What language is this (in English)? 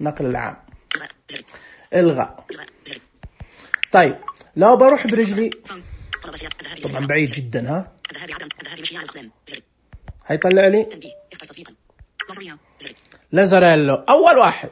Najdi Arabic